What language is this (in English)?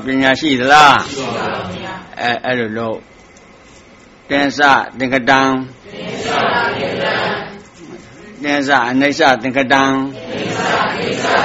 Burmese